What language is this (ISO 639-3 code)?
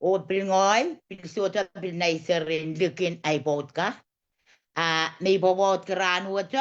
pon